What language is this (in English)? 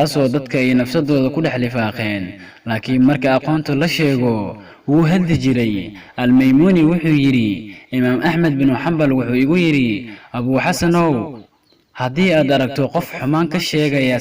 Somali